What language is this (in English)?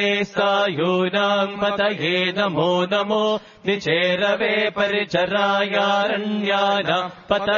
Sanskrit